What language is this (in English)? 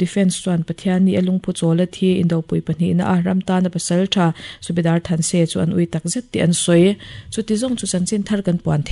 Mizo